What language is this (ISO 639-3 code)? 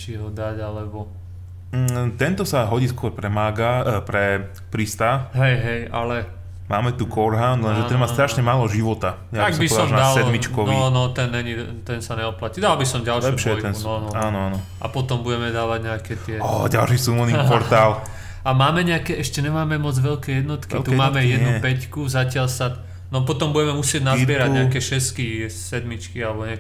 slk